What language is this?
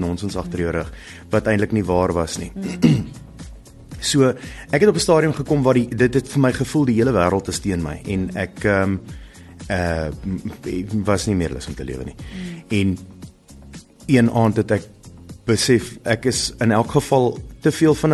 Afrikaans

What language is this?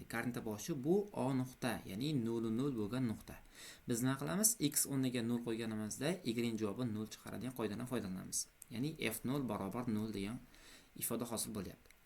Uzbek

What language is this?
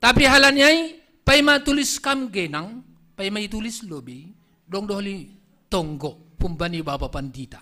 Batak Simalungun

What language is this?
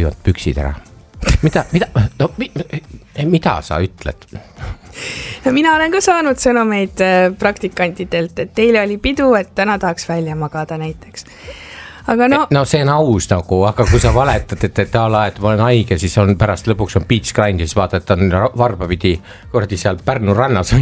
Estonian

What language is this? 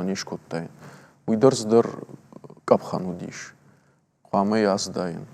Ossetic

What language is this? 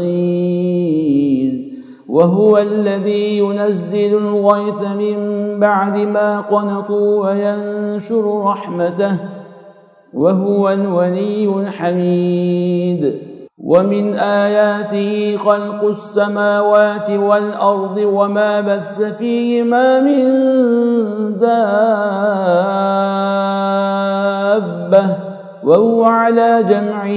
Arabic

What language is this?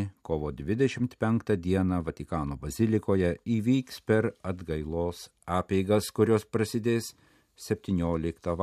Lithuanian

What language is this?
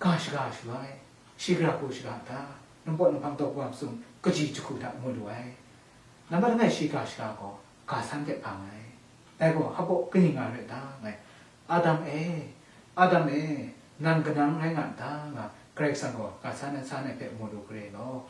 Kachin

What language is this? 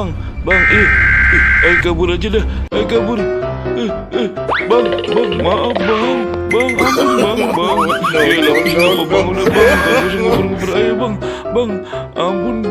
Betawi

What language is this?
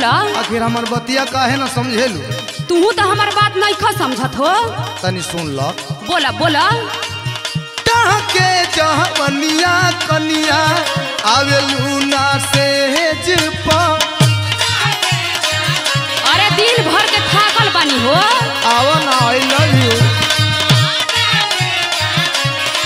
Bhojpuri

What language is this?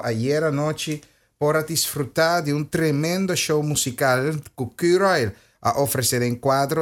Papiamento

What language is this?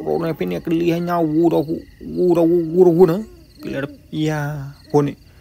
S'gaw Karen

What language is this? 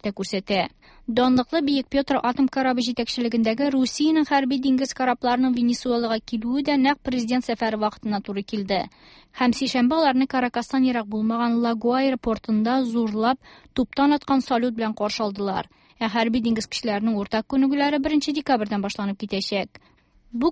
Tatar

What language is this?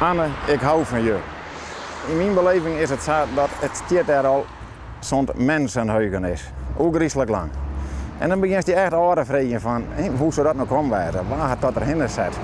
Western Frisian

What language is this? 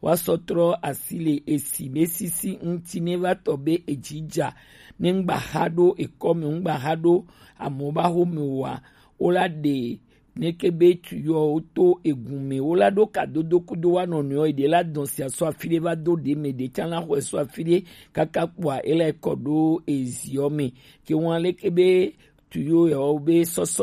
Gen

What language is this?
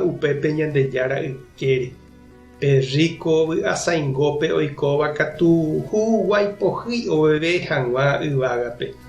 Guarani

